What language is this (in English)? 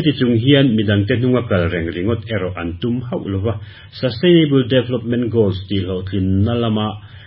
Mizo